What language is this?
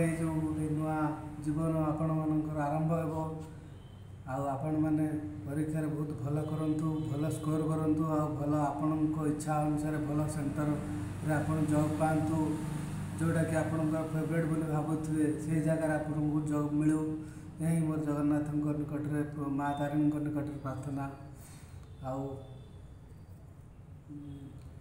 Odia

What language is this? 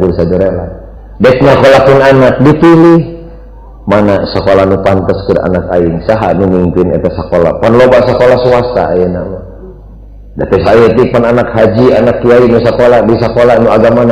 Sundanese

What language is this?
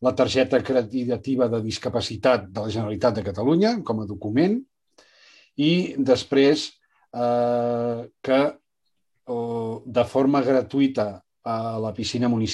Catalan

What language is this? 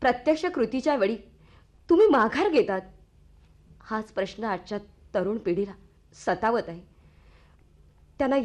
Marathi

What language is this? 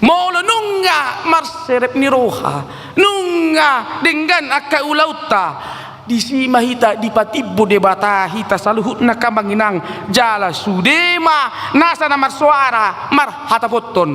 Batak Toba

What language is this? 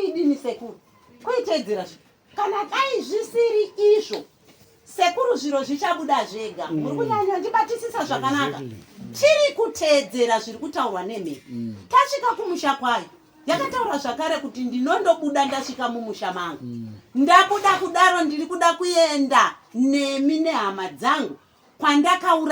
Shona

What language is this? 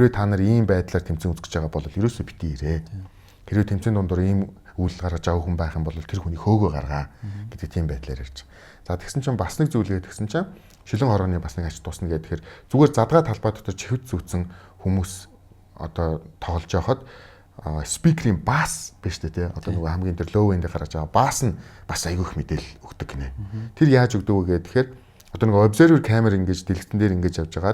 Mongolian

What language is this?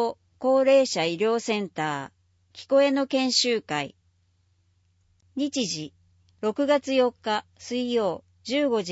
Japanese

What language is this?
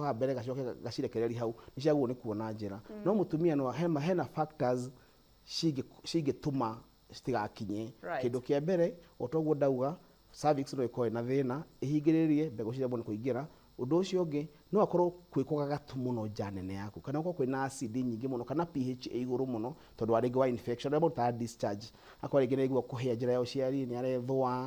Kikuyu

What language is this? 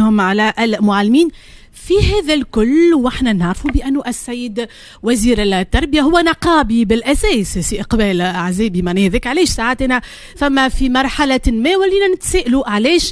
Tunisian Arabic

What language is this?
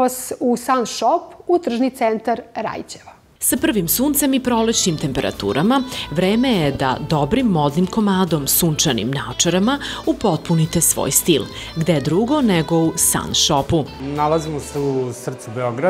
Serbian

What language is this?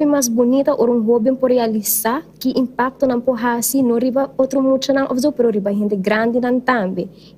Papiamento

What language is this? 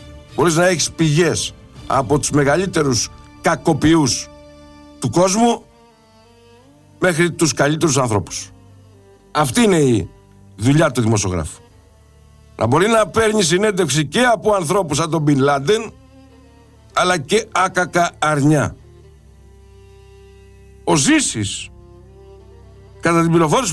Greek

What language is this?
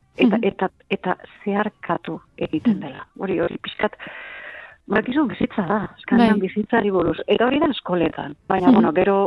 Basque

